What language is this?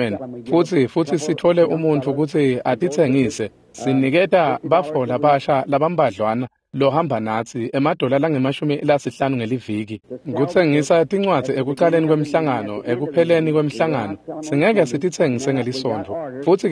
Swati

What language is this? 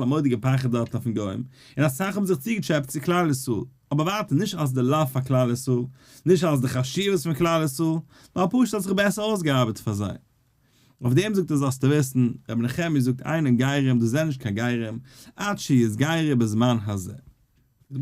Yiddish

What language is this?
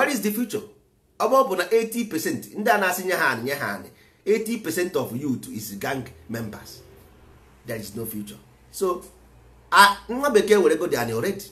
Igbo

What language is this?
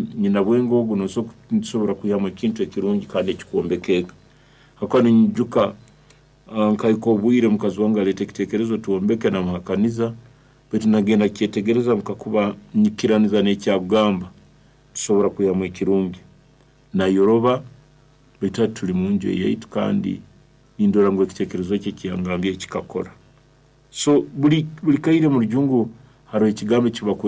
Nyoro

